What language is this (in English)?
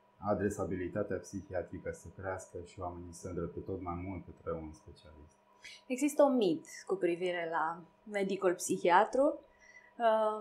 Romanian